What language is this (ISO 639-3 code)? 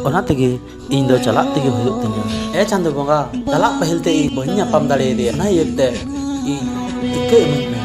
sat